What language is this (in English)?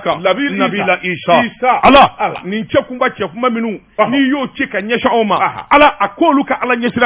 Bambara